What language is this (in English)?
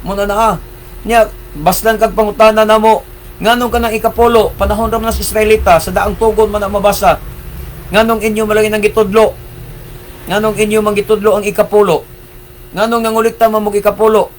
Cebuano